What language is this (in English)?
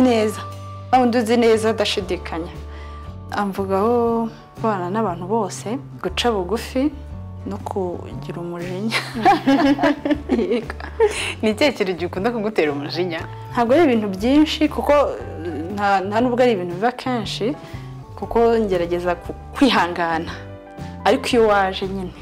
Kinyarwanda